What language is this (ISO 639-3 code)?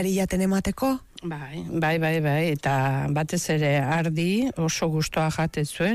eus